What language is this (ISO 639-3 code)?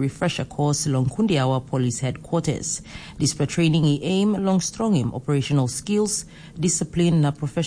tpi